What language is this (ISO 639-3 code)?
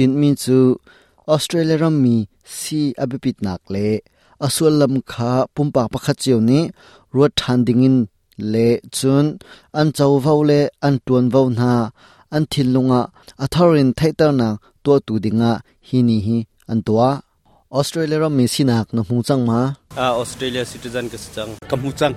cnh